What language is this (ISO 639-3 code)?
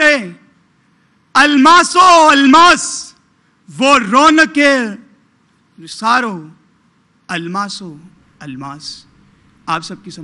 urd